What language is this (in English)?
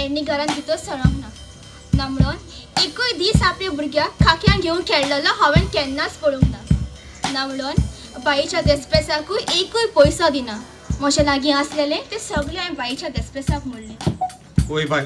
Konkani